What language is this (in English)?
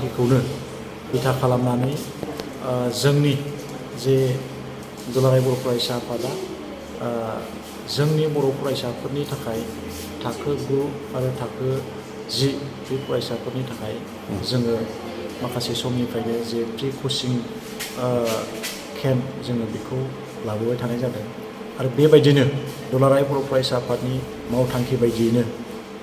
Bodo